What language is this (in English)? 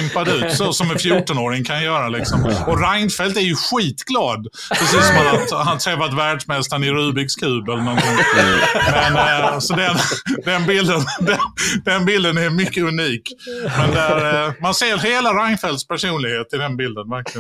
Swedish